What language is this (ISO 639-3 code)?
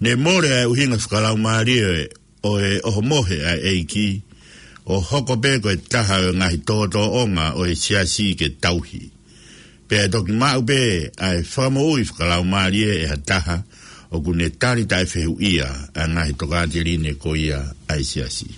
ton